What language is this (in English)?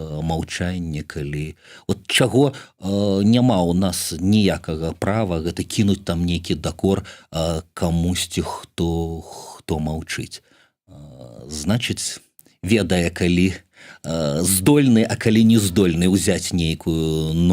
Belarusian